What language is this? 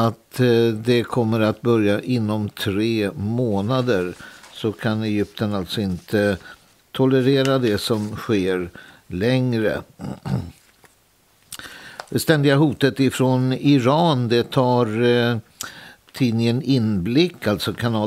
Swedish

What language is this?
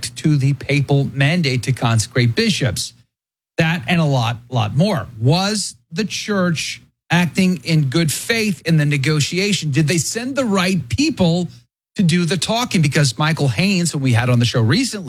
English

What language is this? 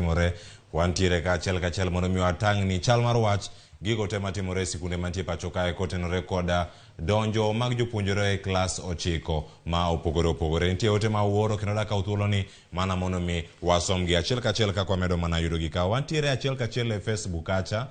Luo (Kenya and Tanzania)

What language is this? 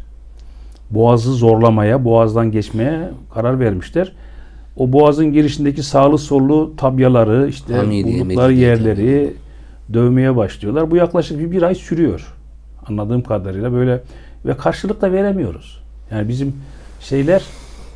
Turkish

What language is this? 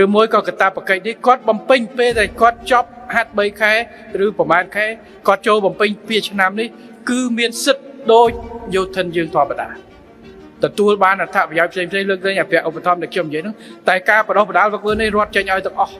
Khmer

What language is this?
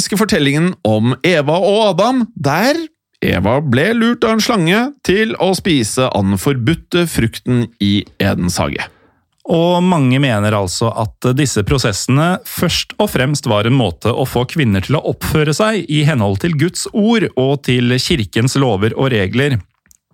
Norwegian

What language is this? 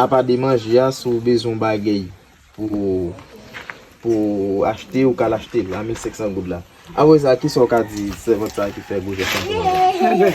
Haitian Creole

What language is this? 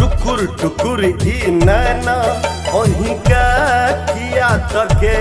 Maithili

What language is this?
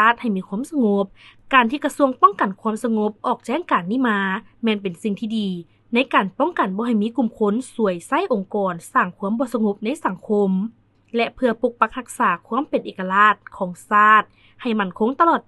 Lao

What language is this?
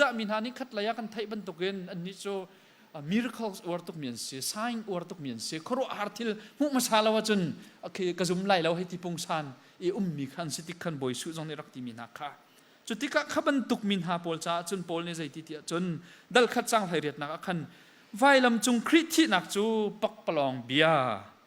Hakha Chin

